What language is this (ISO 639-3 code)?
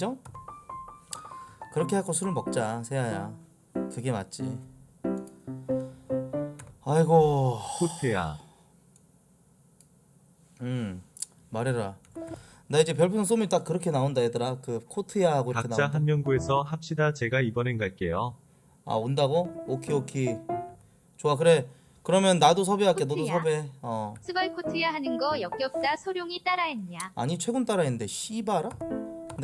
kor